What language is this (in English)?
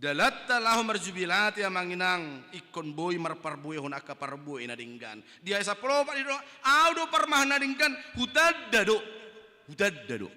Batak Toba